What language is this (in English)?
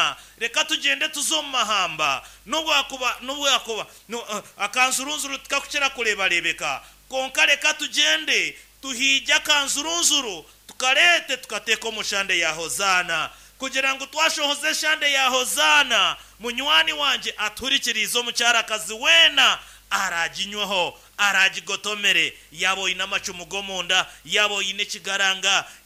Nyankole